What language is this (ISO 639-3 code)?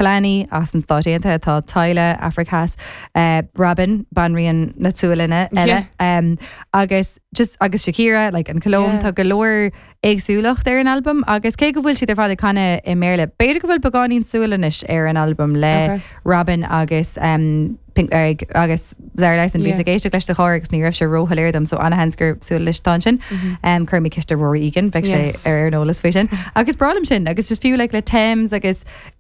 gle